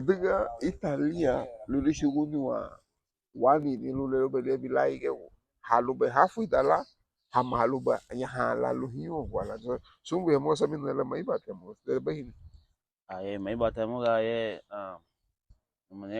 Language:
Garifuna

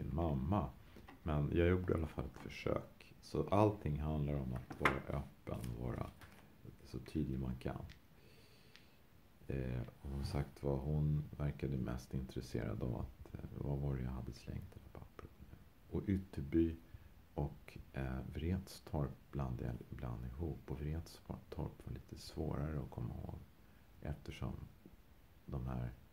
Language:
Swedish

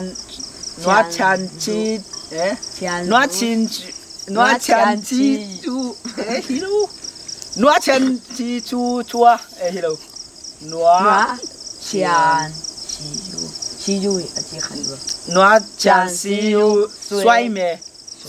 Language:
Tedim Chin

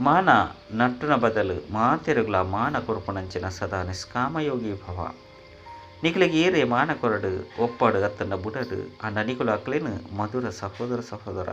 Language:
Tulu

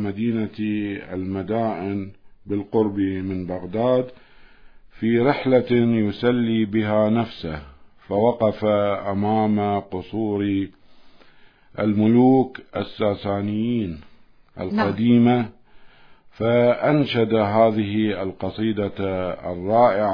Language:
Arabic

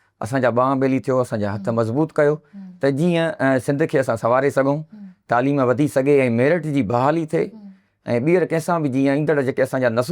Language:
Sindhi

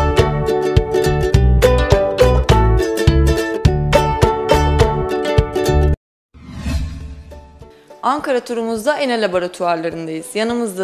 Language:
Turkish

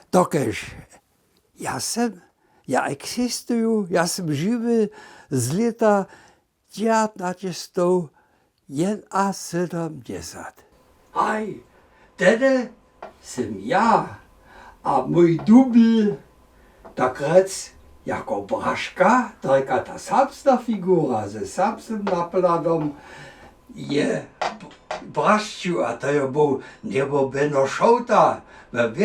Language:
Upper Sorbian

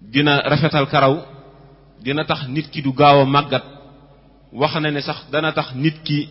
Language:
Wolof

